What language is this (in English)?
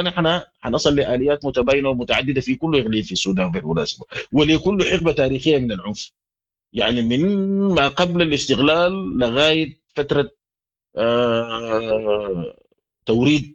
Sudanese Arabic